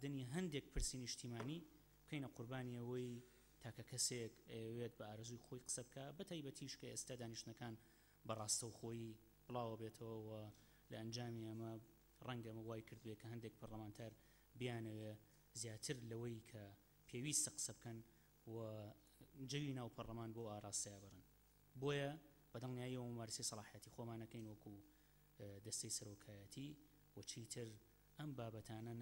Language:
Central Kurdish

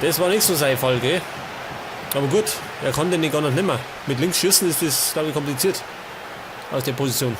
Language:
Bavarian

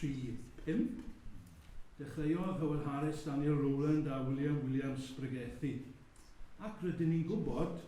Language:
Welsh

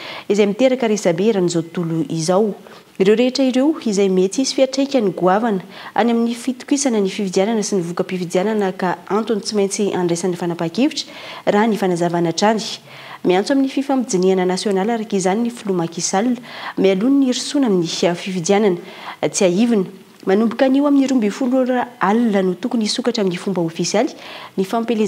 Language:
Malagasy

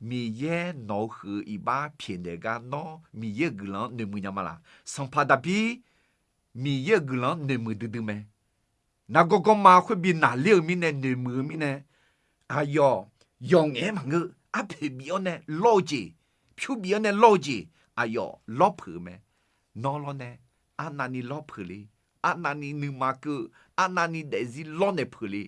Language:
Akha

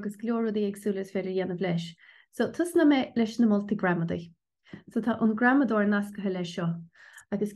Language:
Irish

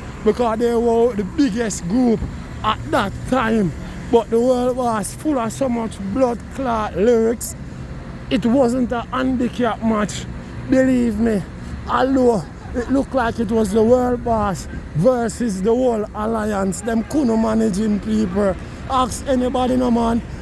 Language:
Jamaican Creole English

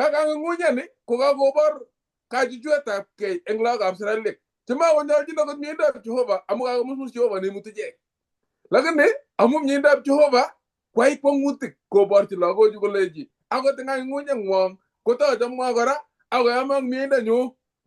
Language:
Kalenjin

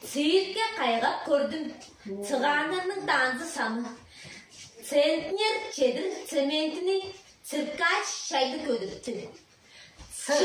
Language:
Tuvinian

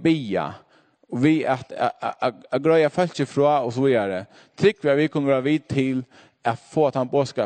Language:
Faroese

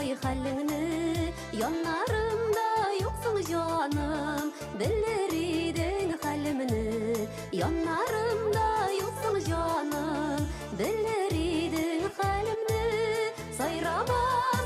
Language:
Tatar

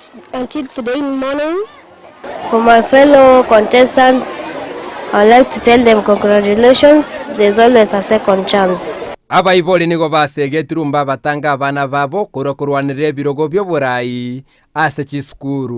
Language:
Gusii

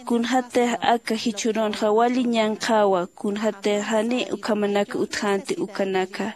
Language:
Aymara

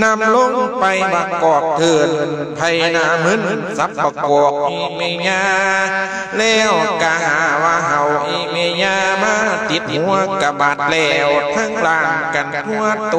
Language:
Lao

